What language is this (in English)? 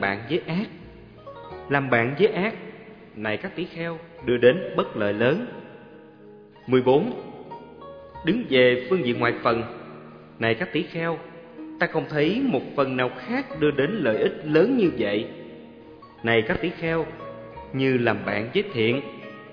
Vietnamese